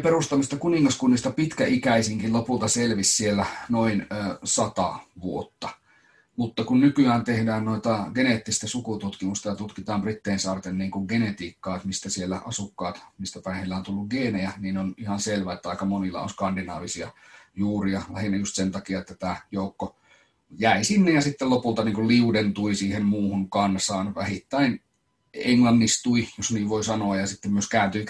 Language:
Finnish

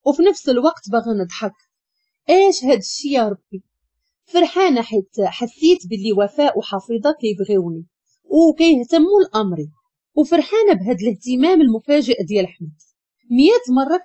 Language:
Moroccan Arabic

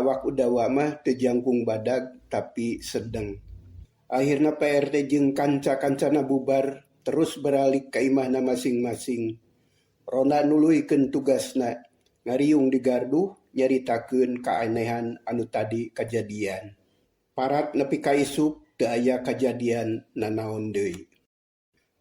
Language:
Sundanese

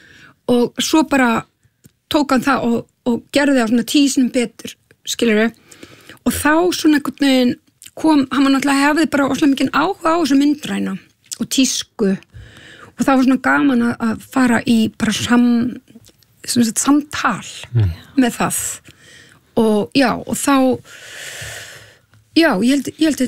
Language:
Icelandic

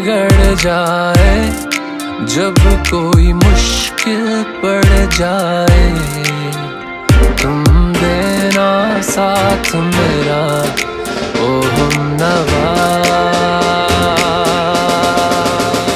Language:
Hindi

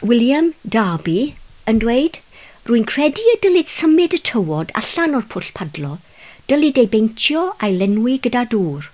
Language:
Welsh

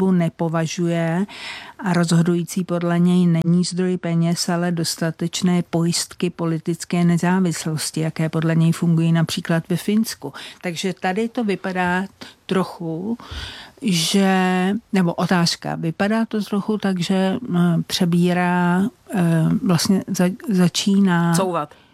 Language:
Czech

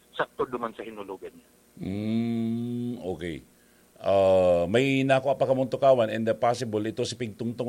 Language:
Bikol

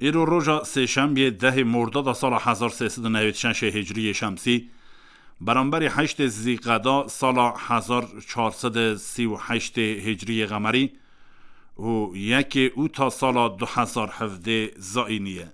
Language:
Kurdish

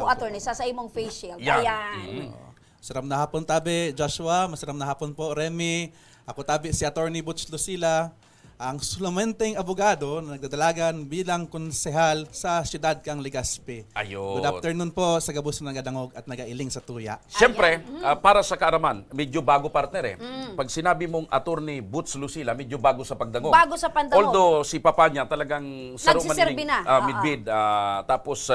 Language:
Bikol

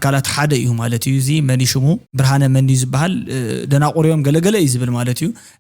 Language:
Tigrinya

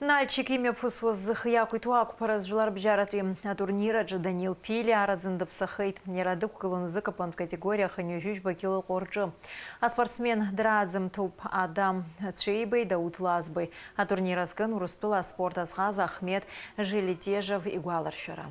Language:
Abkhazian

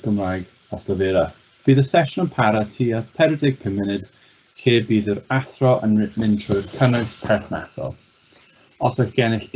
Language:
Welsh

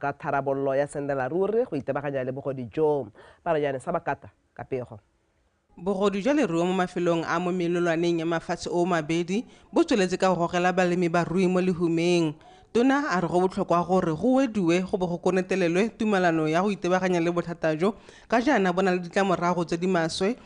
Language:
Tswana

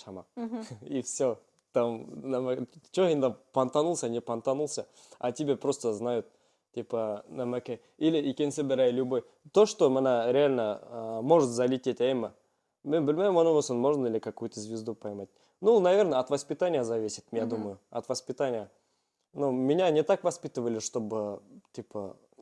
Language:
Bashkir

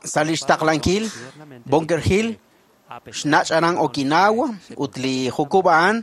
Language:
Kekchí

